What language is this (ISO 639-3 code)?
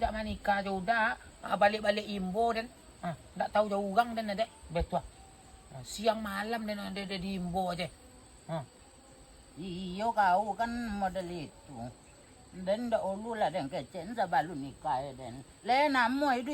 min